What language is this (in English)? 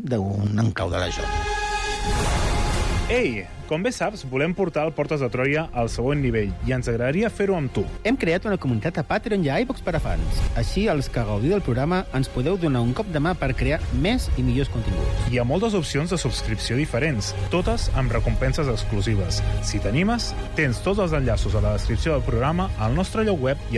Catalan